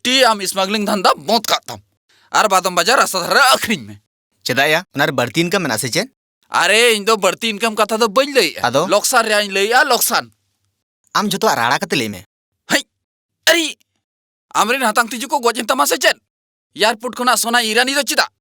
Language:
Santali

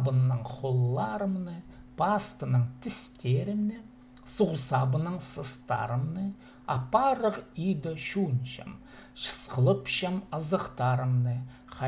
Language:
Khakas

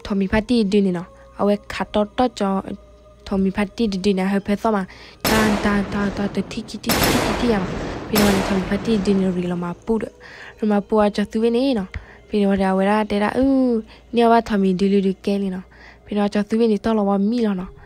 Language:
S'gaw Karen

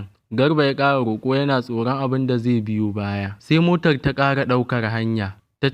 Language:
Hausa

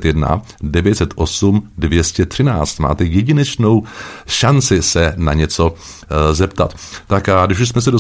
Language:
Czech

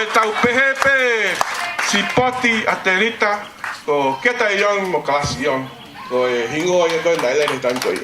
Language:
Tongan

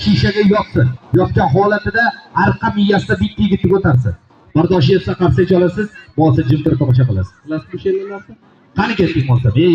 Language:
Uzbek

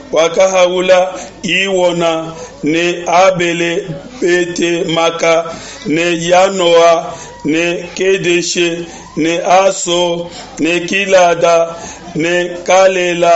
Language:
Luba-Lulua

